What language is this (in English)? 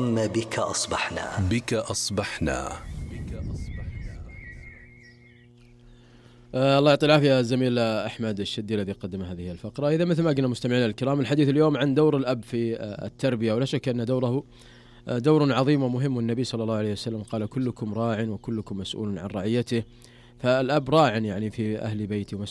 Arabic